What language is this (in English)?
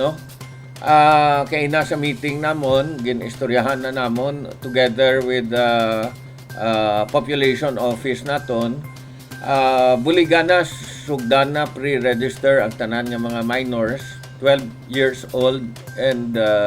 Hiligaynon